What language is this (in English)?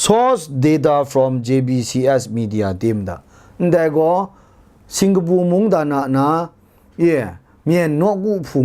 Kachin